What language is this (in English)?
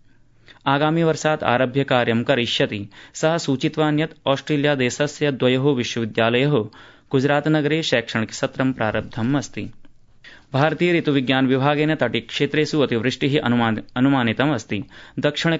Sanskrit